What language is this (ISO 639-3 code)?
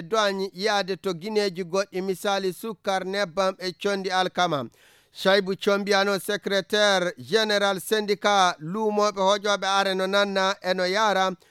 ful